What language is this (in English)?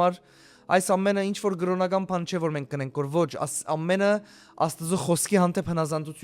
Western Armenian